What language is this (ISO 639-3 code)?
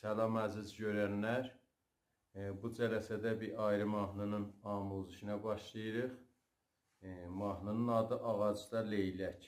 azb